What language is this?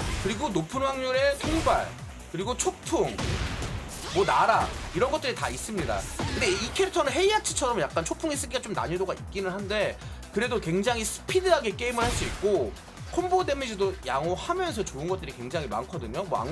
Korean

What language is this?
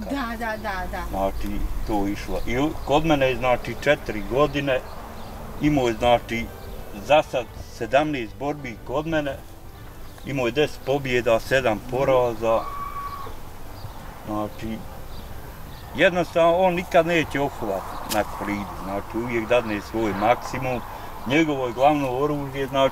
Bosnian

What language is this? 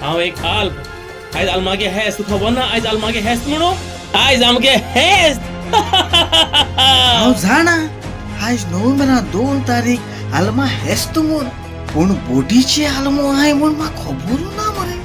Konkani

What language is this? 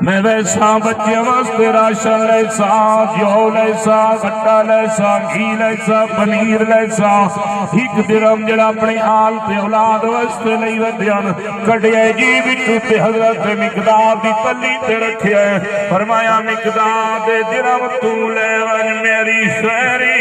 Saraiki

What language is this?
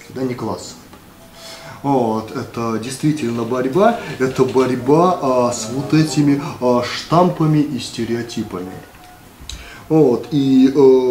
Russian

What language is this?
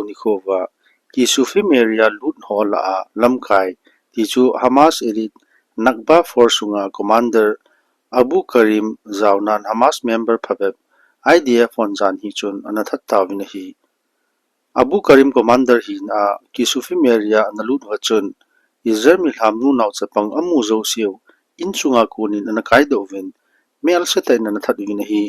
Thado Chin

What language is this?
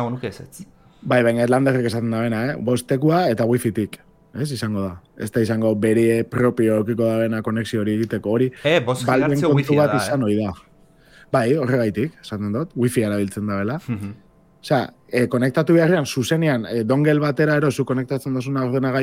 Basque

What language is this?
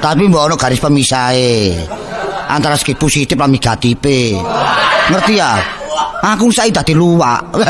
Javanese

